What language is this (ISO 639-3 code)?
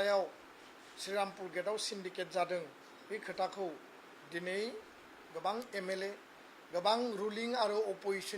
brx